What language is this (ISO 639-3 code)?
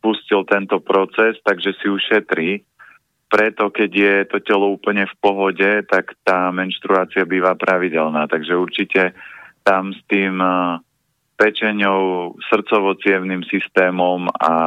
slk